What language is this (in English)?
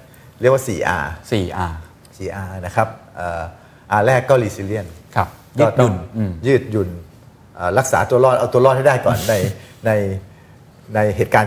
Thai